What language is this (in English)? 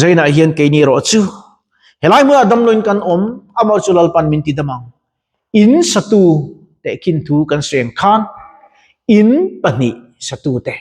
Mizo